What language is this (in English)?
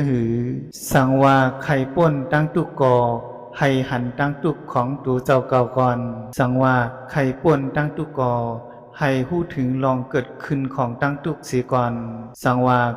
Shan